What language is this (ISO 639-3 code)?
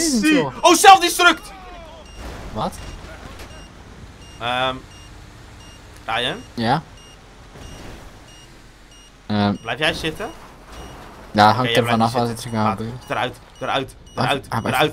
nld